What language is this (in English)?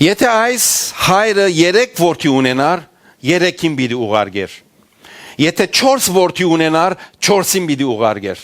Western Armenian